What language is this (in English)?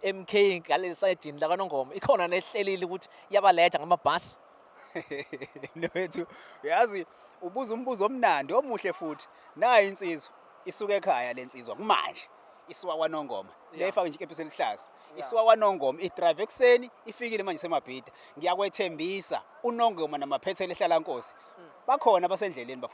Zulu